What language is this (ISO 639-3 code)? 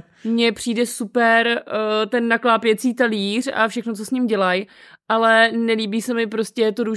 ces